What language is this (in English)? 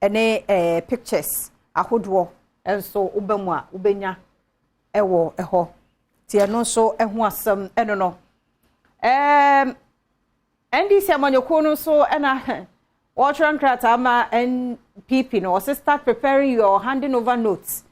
Akan